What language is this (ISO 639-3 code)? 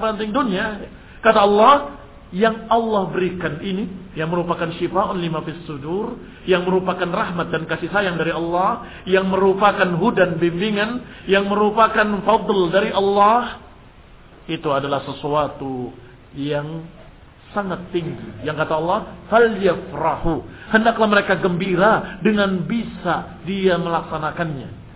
ind